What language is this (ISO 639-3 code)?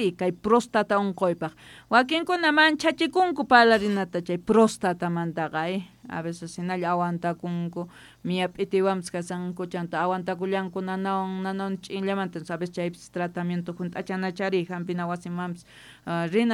quh